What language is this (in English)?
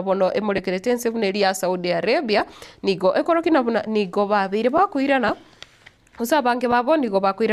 Gusii